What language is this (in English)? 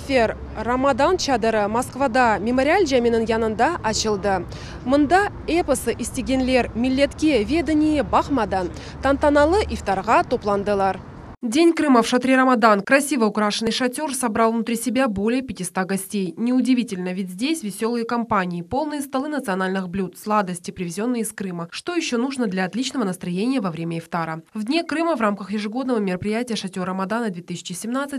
Crimean Tatar